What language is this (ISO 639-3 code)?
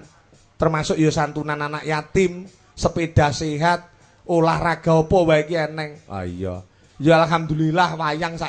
jav